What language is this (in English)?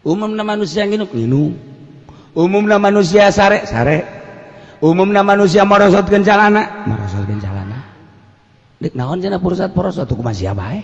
Sundanese